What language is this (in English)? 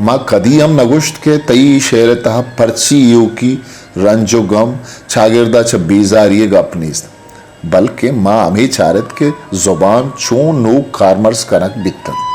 Eastern Balochi